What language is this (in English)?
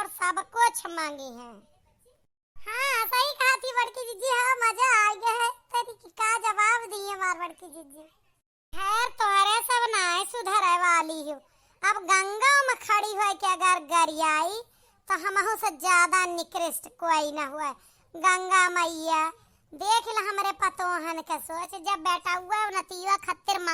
Awadhi